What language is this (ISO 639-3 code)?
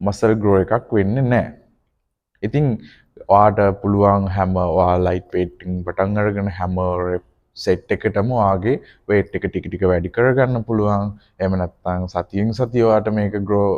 sin